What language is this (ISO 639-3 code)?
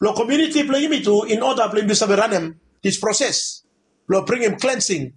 bis